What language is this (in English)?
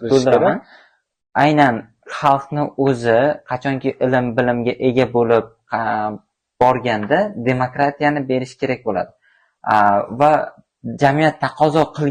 Uzbek